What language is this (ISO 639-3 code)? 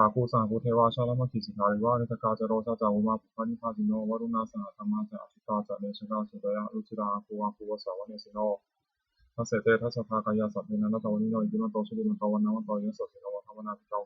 pli